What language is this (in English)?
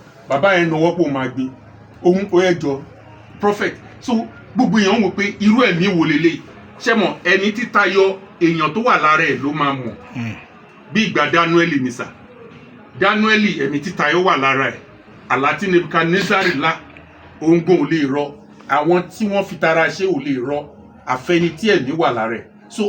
Yoruba